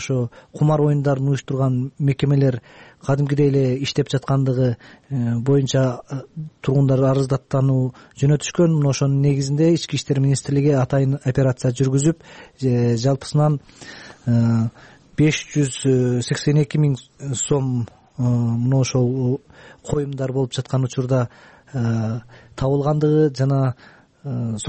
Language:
Kyrgyz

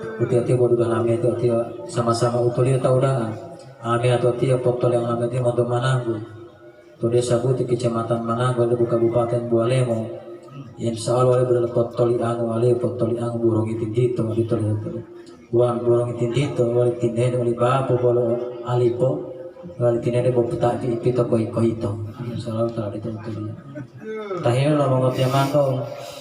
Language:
Gorontalo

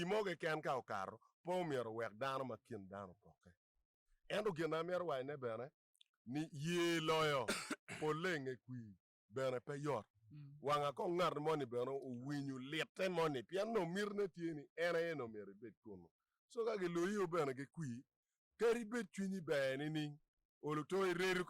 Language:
Acoli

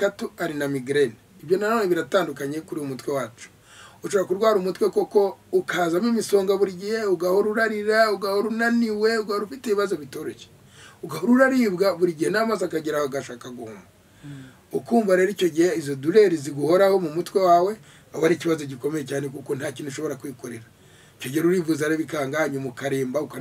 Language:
Kinyarwanda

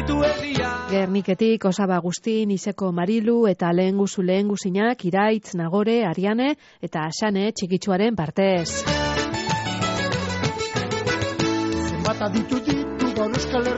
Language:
Basque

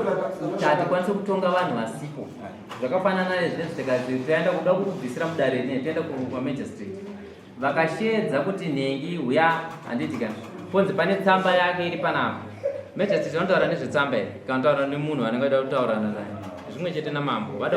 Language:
Shona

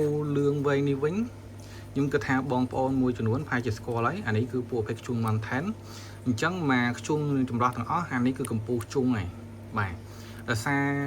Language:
Khmer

